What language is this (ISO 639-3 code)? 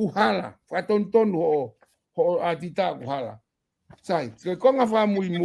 ton